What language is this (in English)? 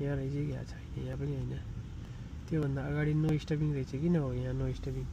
Nepali